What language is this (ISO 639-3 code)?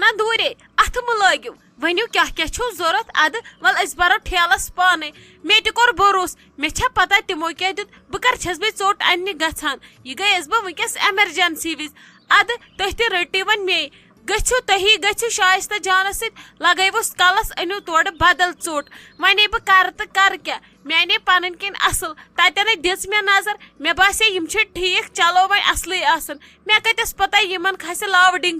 kas